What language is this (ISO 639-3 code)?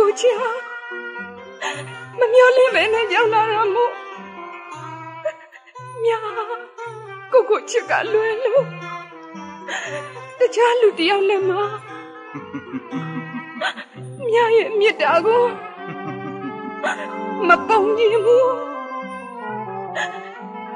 mya